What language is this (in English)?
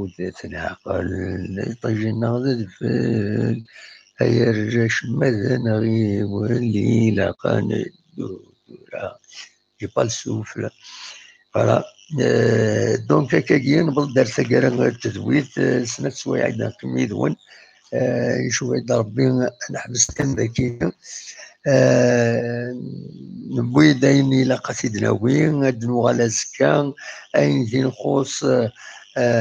Kabyle